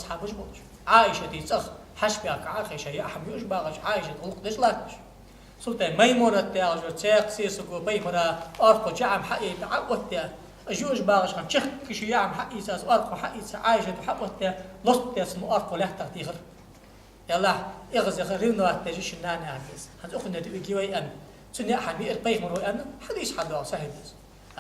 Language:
Ingush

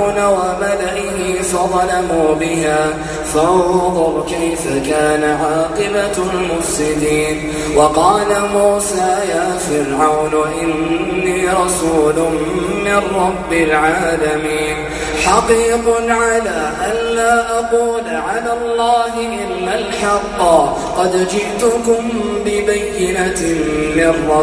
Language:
Arabic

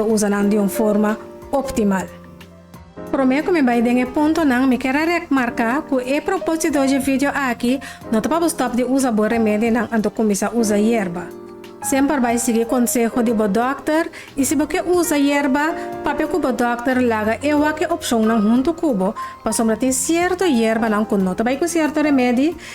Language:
Papiamento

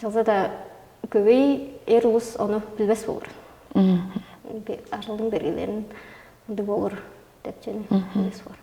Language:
Tuvinian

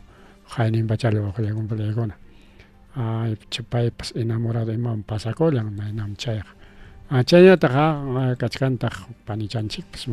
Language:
Ayacucho Quechua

